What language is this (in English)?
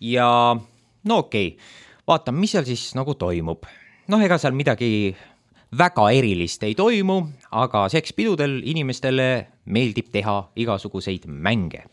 Estonian